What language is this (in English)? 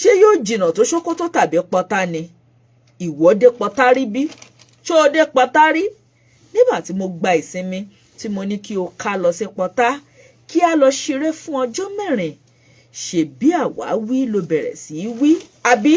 Yoruba